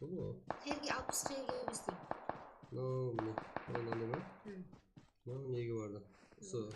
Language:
Kara-Kalpak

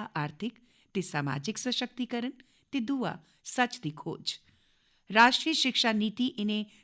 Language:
Dogri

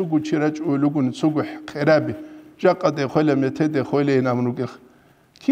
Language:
Avaric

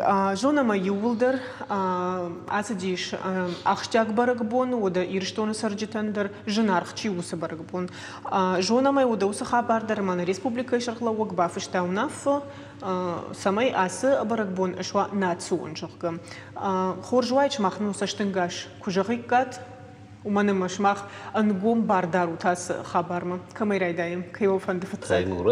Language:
Ossetic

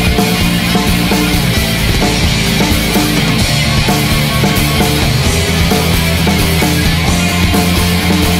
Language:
Finnish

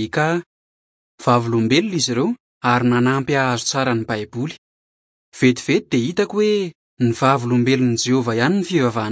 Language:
Malagasy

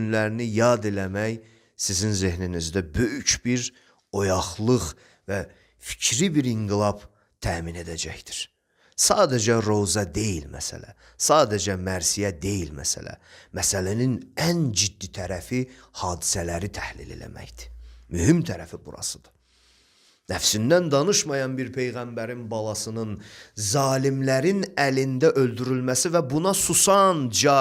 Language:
Azerbaijani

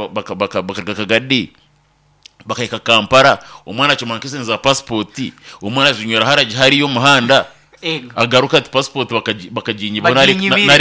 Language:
Nyankole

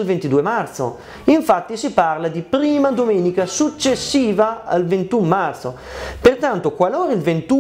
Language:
Italian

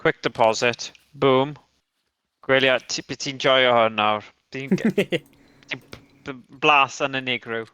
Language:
Welsh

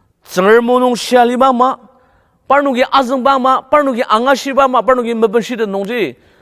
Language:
Ao Naga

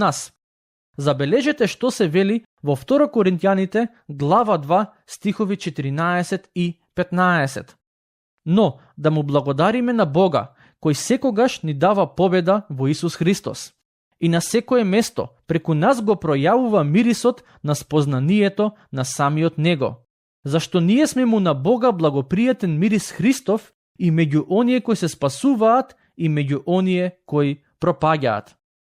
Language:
Macedonian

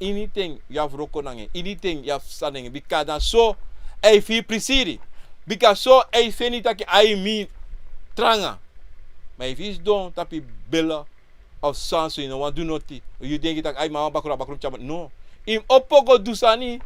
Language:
Sranan Tongo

